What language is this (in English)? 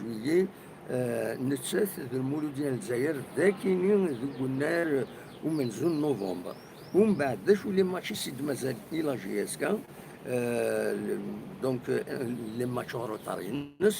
Kabyle